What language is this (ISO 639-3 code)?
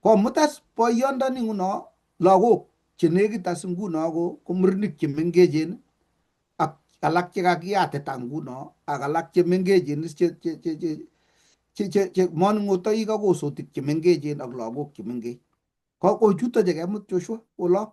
kln